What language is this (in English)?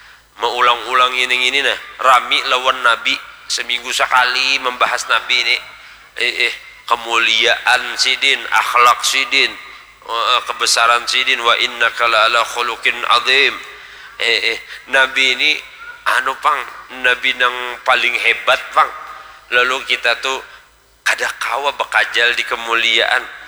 Banjar